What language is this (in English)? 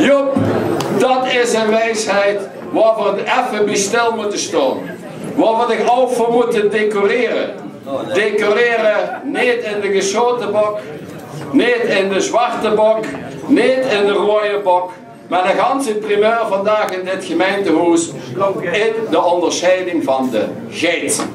Limburgish